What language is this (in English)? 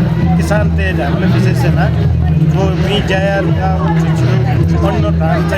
Newari